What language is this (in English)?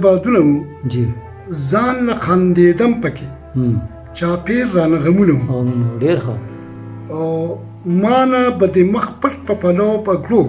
Pashto